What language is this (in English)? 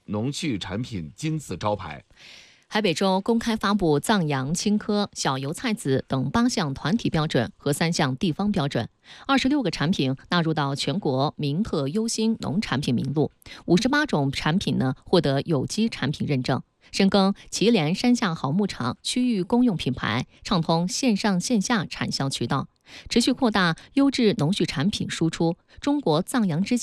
Chinese